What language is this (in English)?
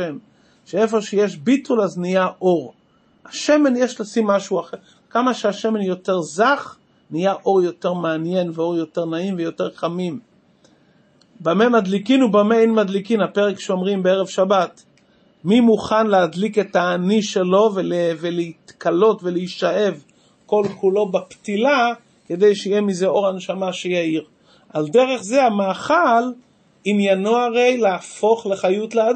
Hebrew